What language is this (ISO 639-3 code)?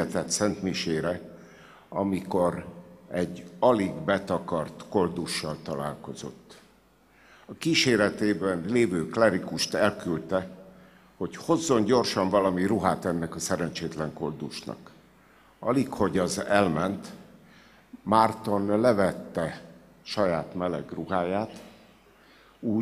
hun